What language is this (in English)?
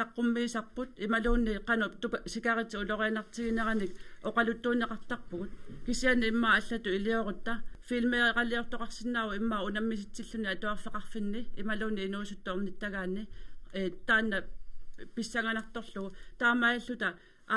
Kalaallisut